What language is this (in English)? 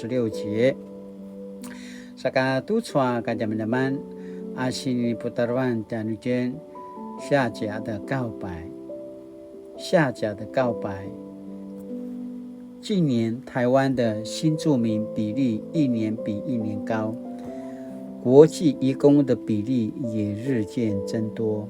Paiwan